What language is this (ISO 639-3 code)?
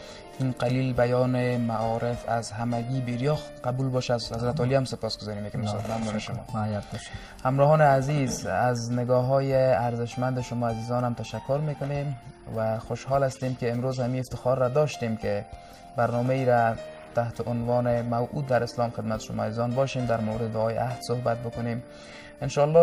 fas